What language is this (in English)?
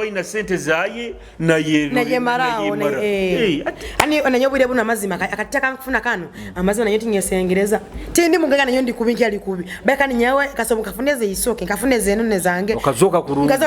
Nyoro